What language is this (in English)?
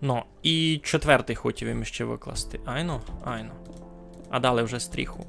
Rusyn